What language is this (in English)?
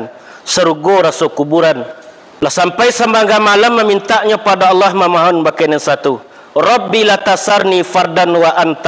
Minangkabau